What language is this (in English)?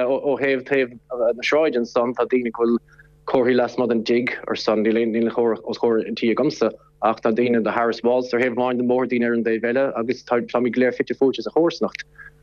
Irish